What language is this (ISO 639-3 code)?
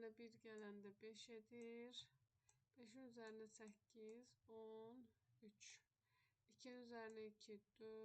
aze